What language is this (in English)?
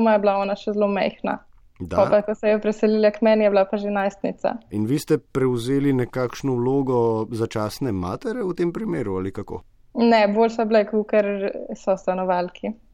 Slovenian